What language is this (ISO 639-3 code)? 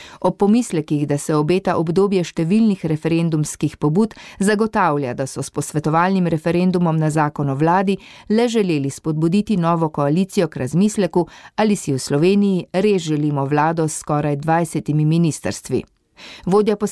slv